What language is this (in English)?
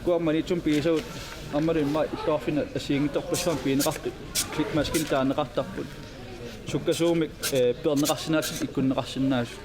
Kalaallisut